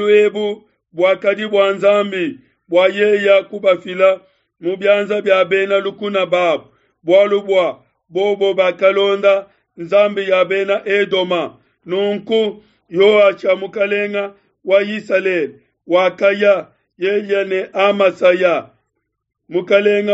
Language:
Luba-Lulua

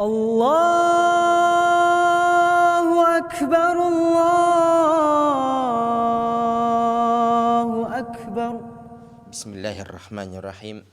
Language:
Bashkir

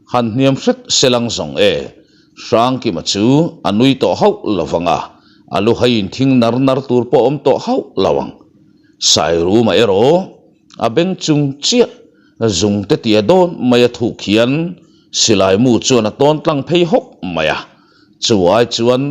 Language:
Mizo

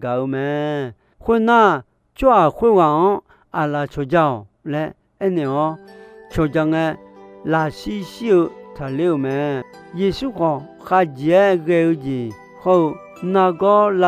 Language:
Akha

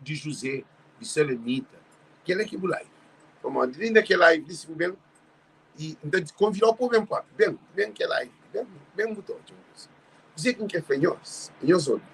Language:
Kabuverdianu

